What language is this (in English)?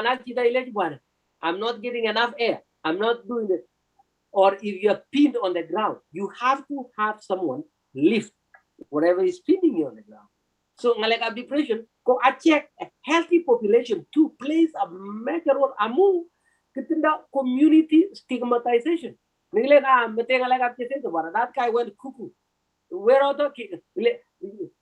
Kalenjin